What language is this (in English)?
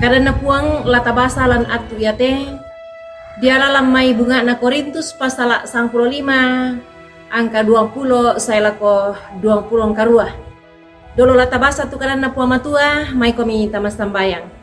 Toraja-Sa'dan